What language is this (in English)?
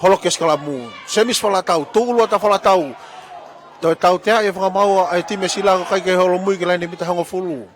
Tongan